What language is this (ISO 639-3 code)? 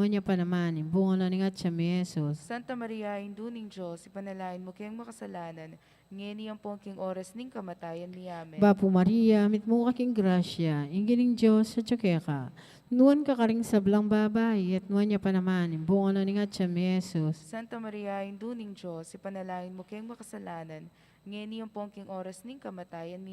pam